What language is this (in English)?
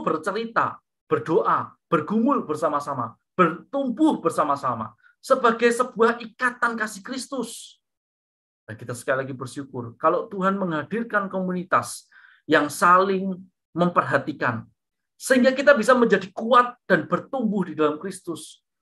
Indonesian